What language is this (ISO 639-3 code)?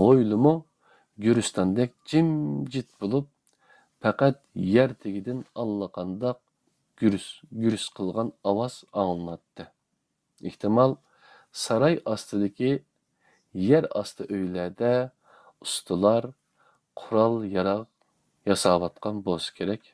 uig